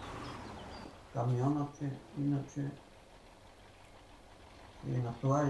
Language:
Bulgarian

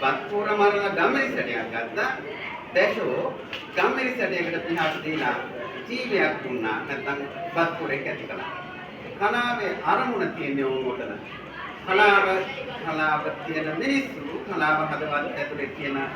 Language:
Sinhala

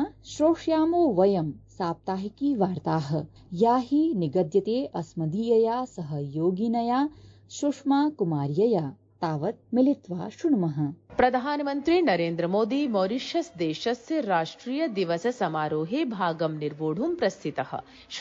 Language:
Sanskrit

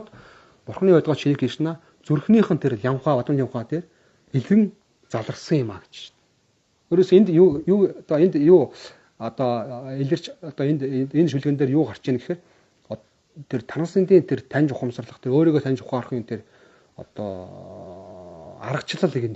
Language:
Mongolian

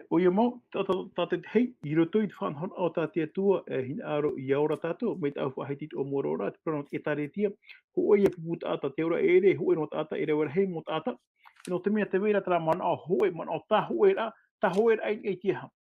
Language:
Tahitian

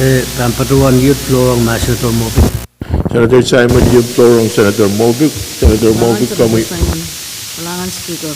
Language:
Pohnpeian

